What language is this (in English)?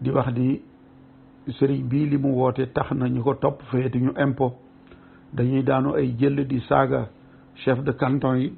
Wolof